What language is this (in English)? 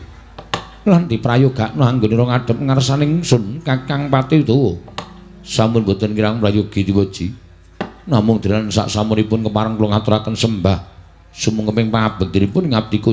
Javanese